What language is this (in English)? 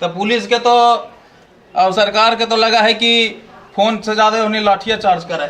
Magahi